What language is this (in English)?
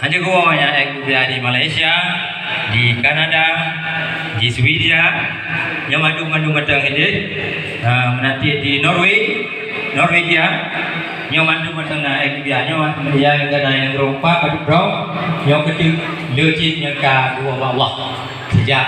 Achinese